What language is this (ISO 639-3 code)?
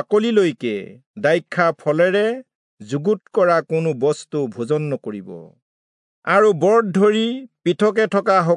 asm